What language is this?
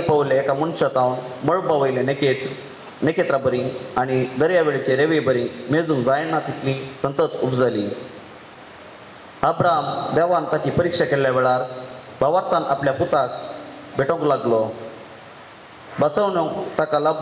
Konkani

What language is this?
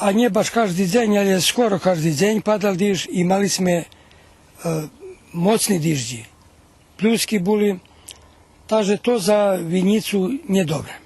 Rusyn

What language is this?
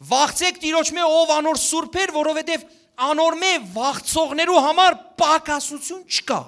Western Armenian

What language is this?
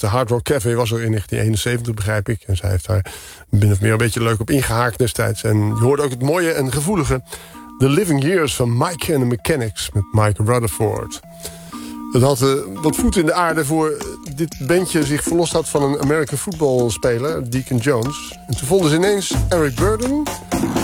Dutch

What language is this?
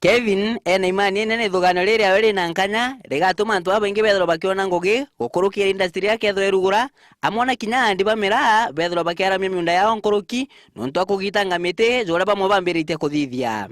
Meru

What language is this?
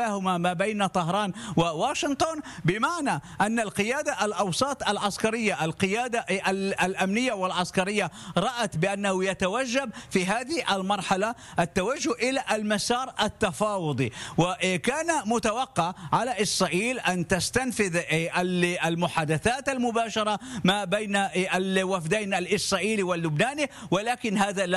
Arabic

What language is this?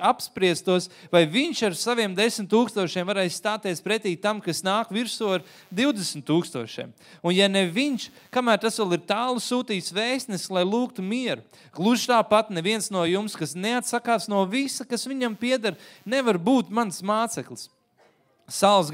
Latvian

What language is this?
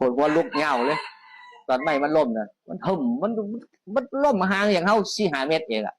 Northeastern Thai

